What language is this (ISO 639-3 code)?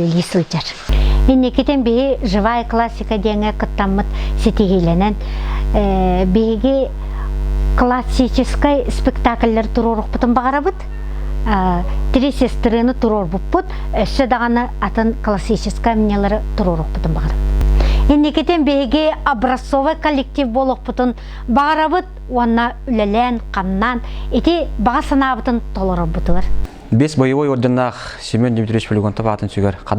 sah